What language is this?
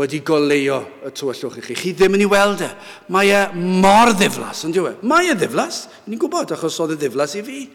Welsh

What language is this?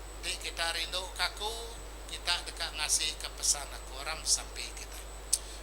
Iban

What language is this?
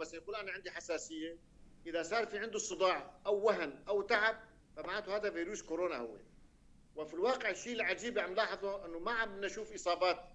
North Levantine Arabic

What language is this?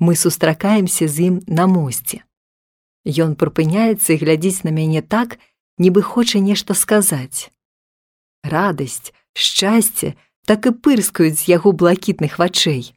Belarusian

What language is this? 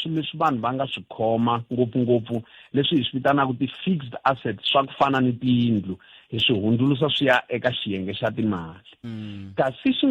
Tsonga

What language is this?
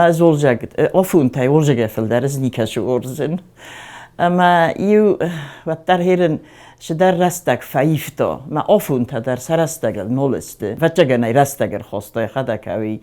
Ossetic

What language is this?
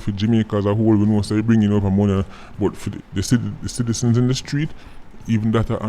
Jamaican Creole English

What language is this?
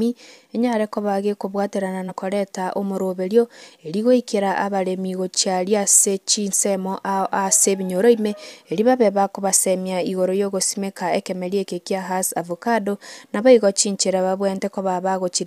Gusii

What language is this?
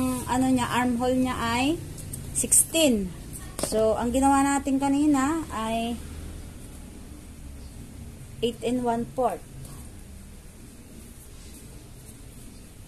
Filipino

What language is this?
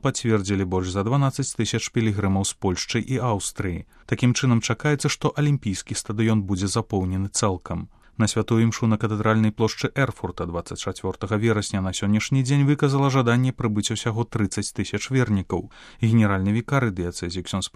Belarusian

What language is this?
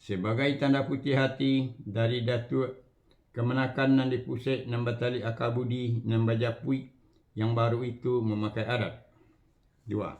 Minangkabau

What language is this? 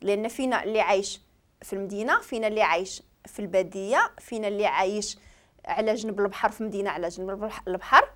Moroccan Arabic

